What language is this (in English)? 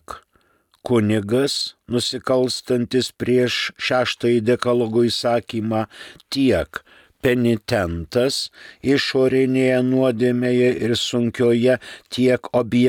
Lithuanian